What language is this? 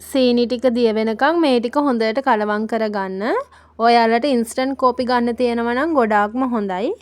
Sinhala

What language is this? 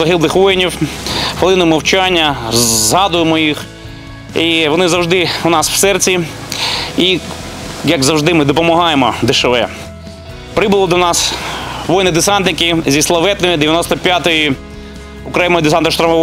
Ukrainian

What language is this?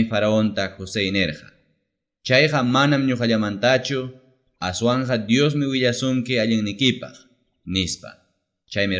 Ayacucho Quechua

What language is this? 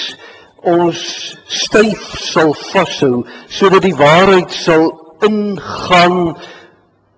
Afrikaans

